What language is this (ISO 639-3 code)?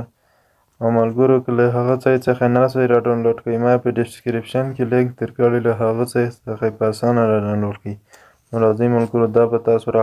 pus